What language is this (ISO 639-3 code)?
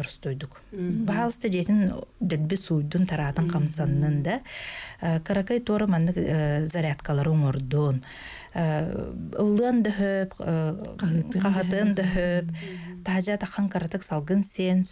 sah